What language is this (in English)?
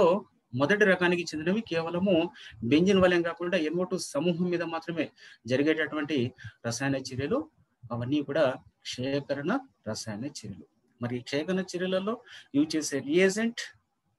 Telugu